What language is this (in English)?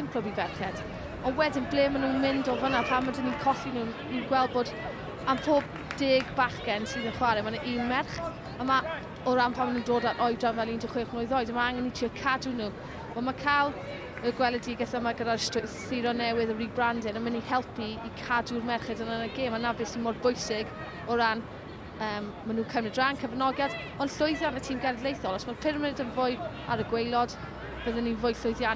Welsh